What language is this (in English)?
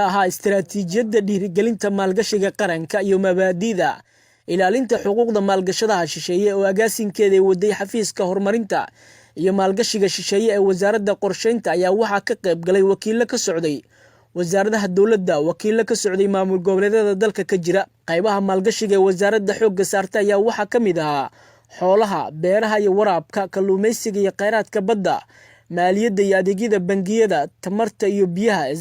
Somali